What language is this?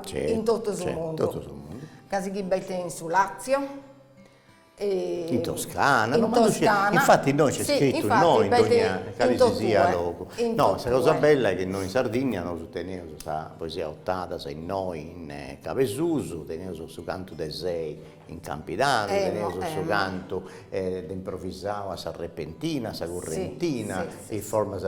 Sardinian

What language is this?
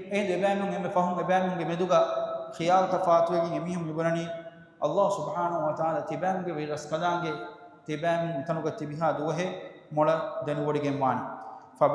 Divehi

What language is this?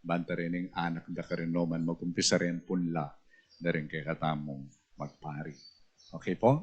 Pampanga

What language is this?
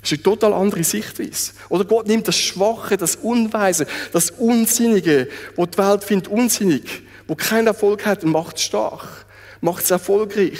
Swiss German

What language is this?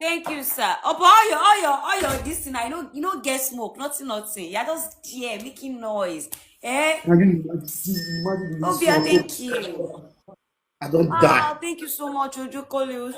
Nigerian Pidgin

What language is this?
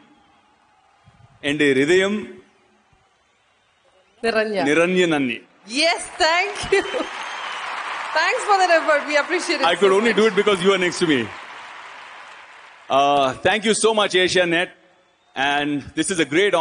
Malayalam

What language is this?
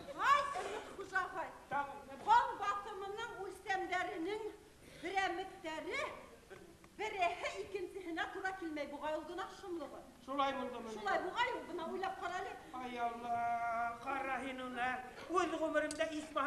Bashkir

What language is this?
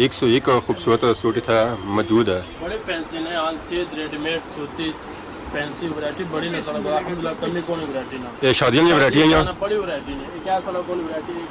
Pahari-Potwari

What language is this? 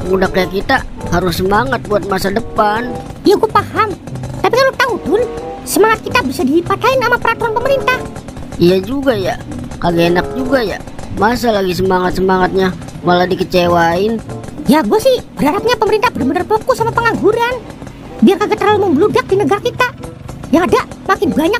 Betawi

